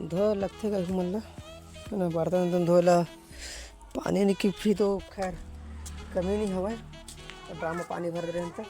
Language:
Chhattisgarhi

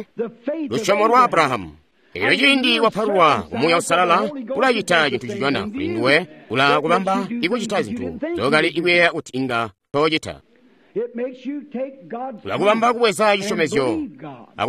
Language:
Tonga (Zambia)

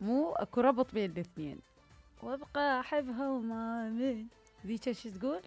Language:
Mesopotamian Arabic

